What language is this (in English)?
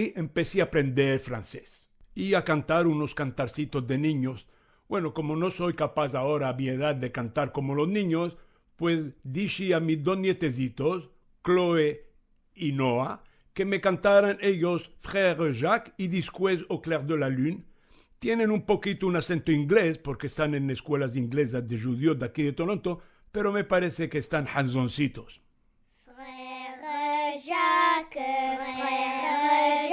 Ladino